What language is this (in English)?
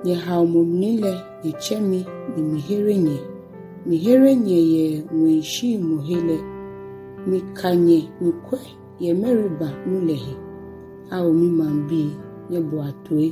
Ga